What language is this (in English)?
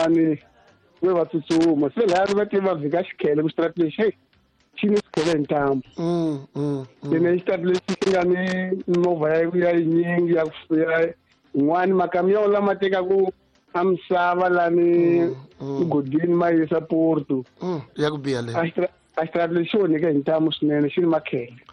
Tsonga